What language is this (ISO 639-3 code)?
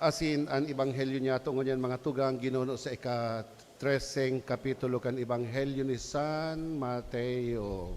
bik